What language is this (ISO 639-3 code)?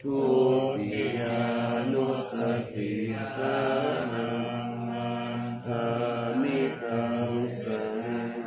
pli